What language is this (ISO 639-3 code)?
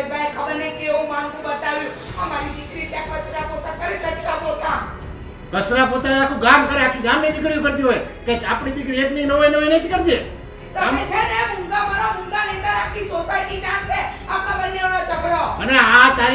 guj